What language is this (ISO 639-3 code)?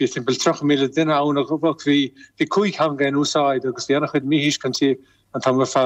gle